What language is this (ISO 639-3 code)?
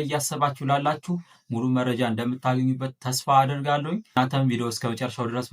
amh